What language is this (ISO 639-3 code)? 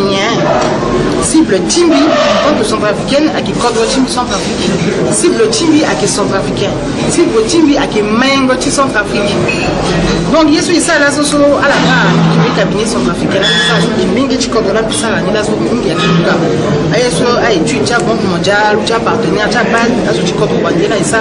sag